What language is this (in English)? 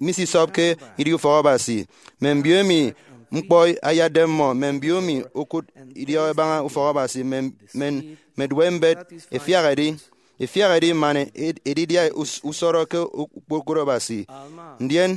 Efik